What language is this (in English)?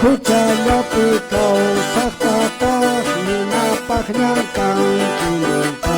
Quechua